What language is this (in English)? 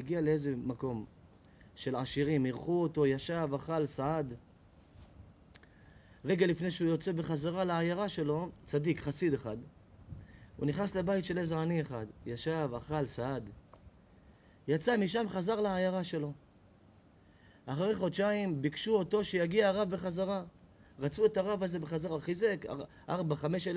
Hebrew